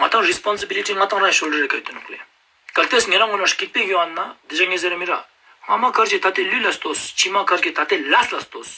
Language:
Ladakhi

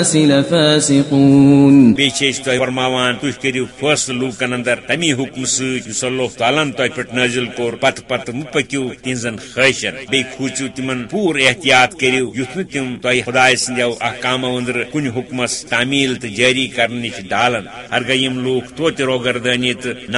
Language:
Kashmiri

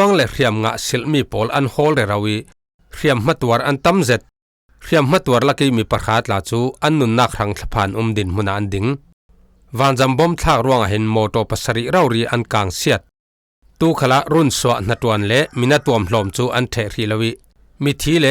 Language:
Falam Chin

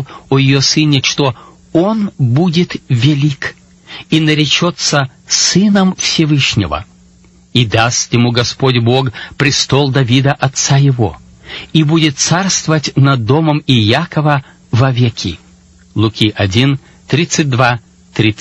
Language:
Russian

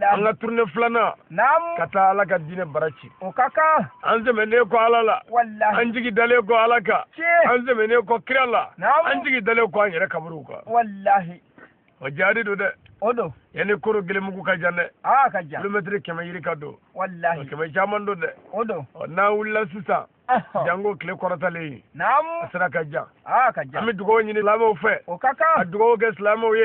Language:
Bambara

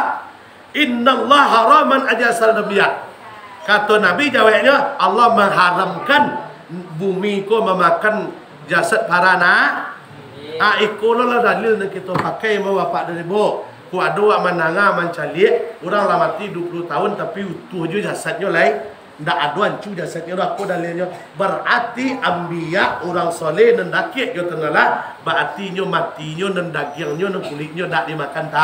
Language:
Minangkabau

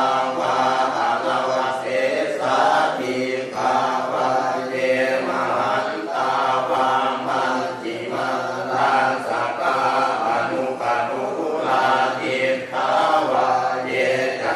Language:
Pali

